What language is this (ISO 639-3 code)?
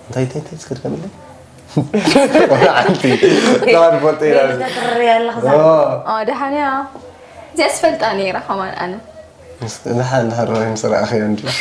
tir